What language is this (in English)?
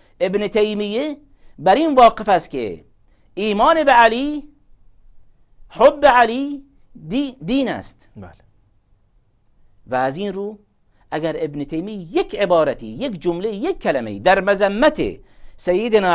Persian